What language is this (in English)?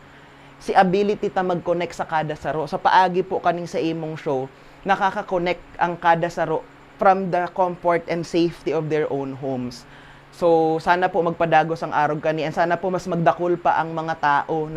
Bikol